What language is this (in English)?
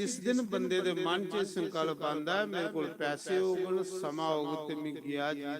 Dogri